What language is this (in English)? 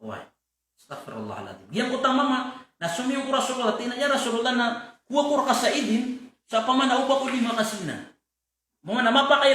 Maranao